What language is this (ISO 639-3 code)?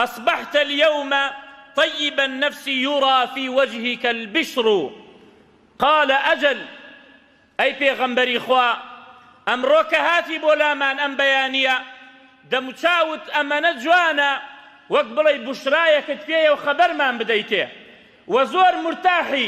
ckb